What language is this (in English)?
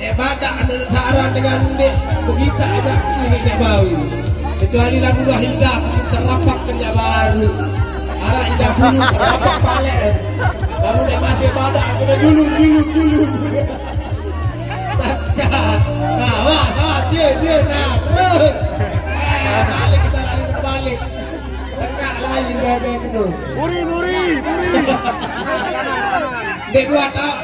Sasak